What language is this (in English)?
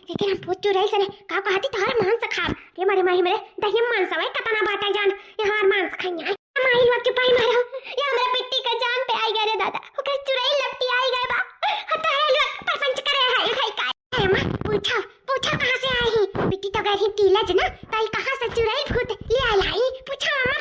Awadhi